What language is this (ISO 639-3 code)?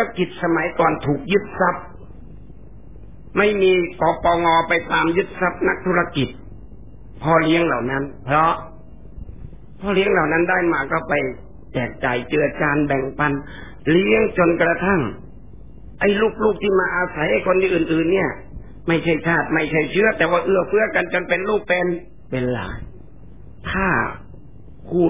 tha